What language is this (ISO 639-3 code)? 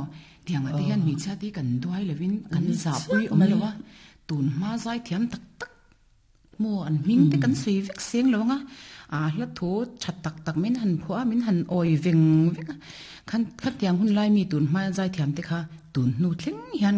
lus